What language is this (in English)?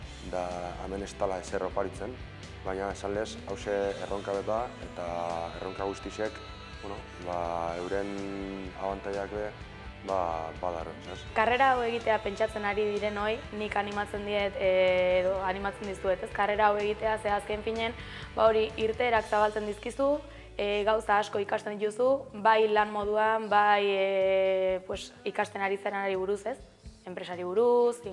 Basque